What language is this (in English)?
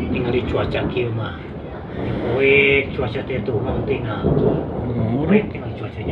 Sundanese